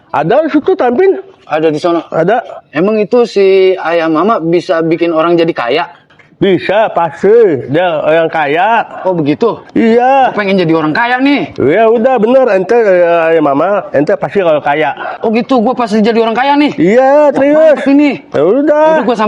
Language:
Betawi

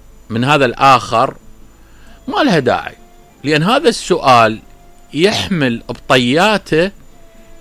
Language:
Mesopotamian Arabic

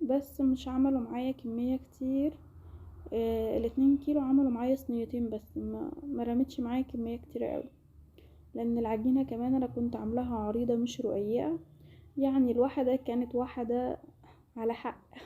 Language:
Egyptian Arabic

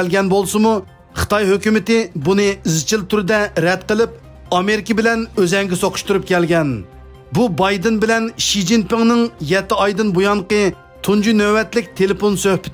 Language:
Uyghur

